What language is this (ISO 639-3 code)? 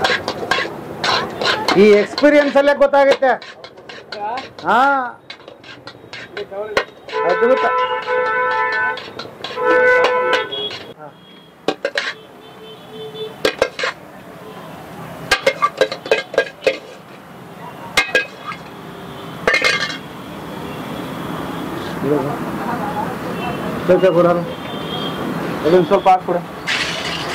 kan